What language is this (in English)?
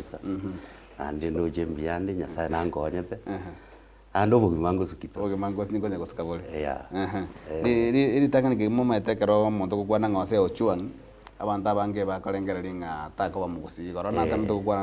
Gusii